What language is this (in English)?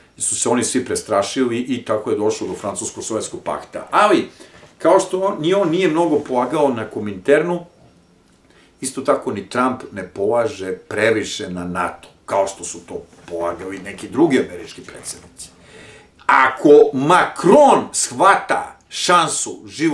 Serbian